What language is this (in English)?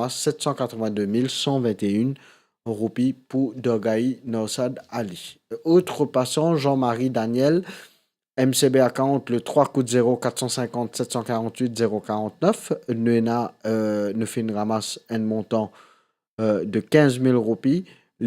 Morisyen